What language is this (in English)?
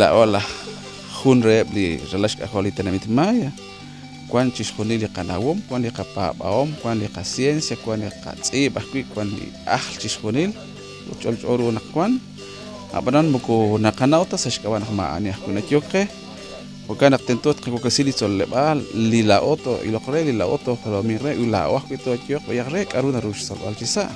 Kekchí